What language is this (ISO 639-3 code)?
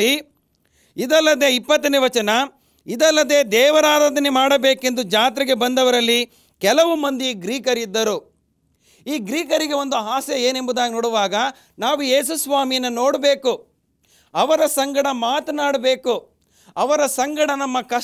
kan